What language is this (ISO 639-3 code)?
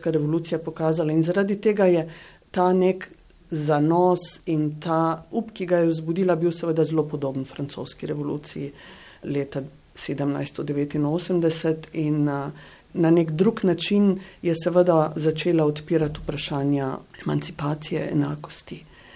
slv